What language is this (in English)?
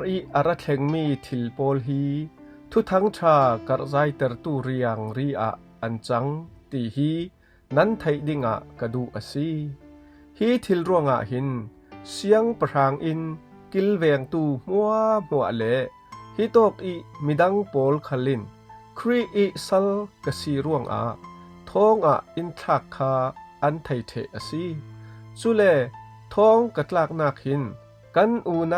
Falam Chin